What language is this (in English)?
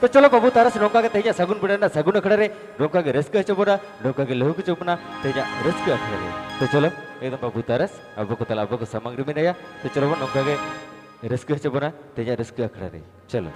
Santali